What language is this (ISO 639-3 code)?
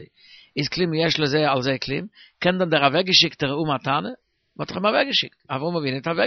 yid